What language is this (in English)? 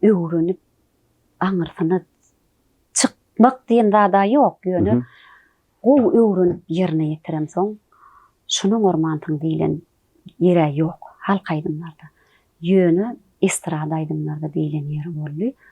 Turkmen